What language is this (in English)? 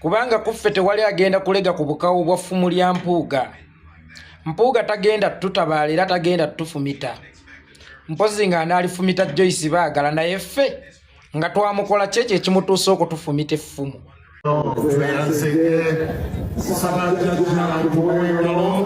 Ganda